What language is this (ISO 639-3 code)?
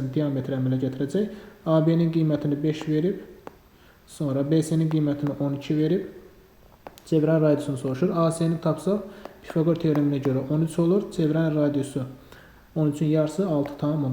aze